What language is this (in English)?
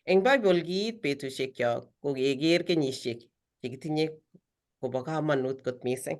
Kalenjin